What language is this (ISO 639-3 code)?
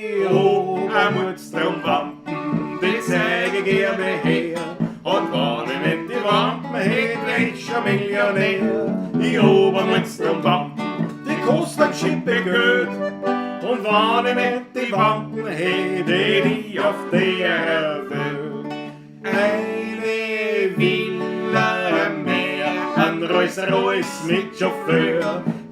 bar